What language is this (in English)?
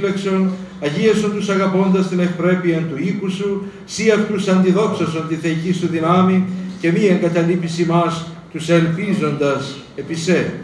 Greek